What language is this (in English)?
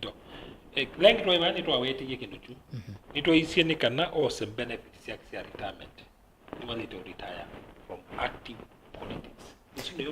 Kamba